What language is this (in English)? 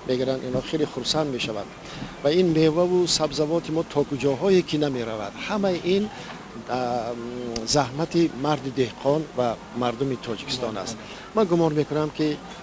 Tajik